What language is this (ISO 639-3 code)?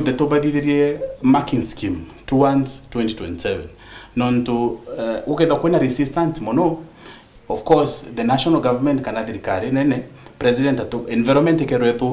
mer